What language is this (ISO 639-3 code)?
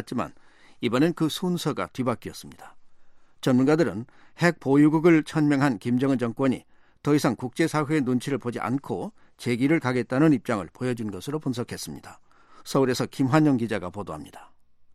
kor